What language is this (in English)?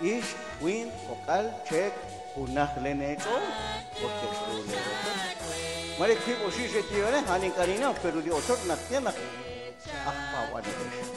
Kekchí